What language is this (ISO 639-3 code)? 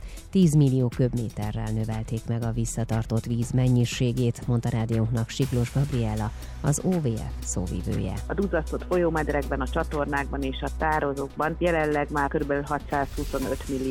hun